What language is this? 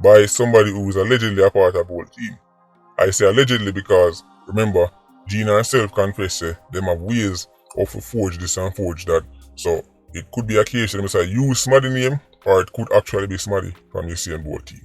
Jamaican Creole English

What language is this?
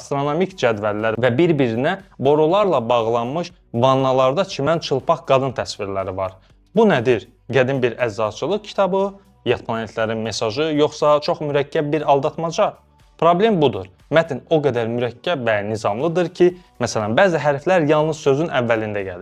Azerbaijani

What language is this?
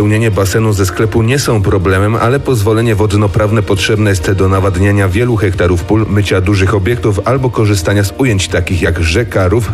Polish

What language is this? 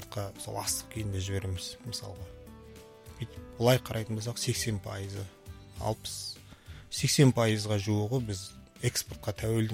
Kazakh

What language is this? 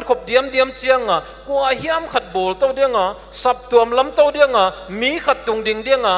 Paite Chin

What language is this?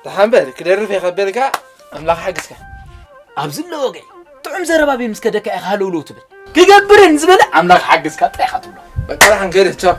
Tigrinya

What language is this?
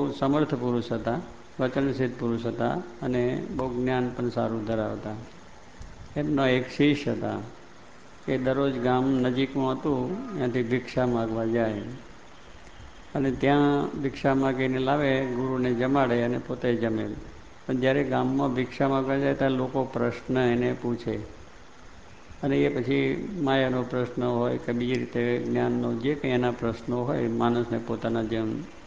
Gujarati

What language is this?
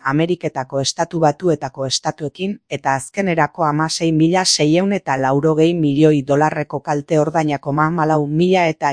Basque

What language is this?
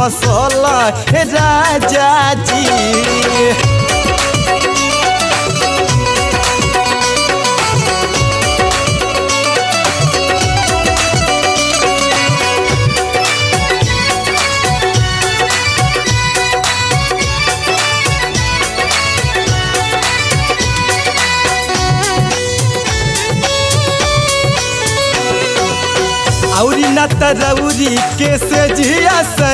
Bhojpuri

